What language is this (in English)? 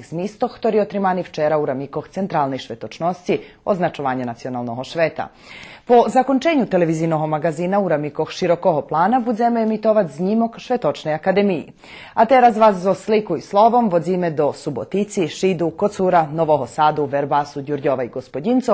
Rusyn